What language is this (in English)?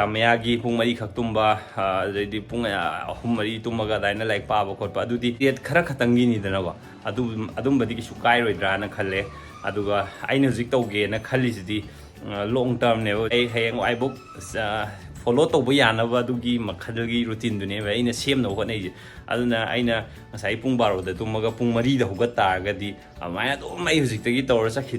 Manipuri